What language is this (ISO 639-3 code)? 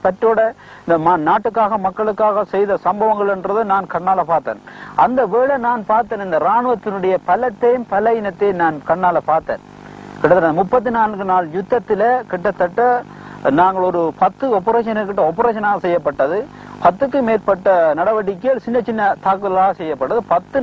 tam